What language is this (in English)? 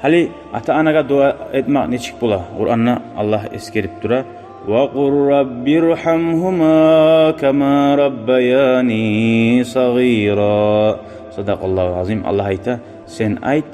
Kumyk